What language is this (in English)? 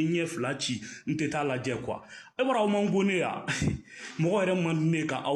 Bambara